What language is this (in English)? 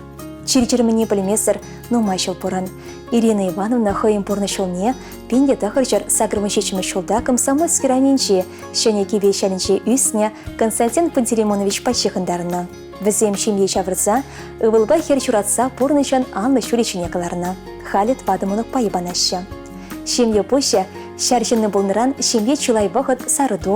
Chuvash